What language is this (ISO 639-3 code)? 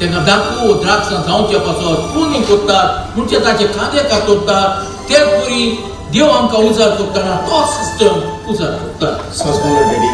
kok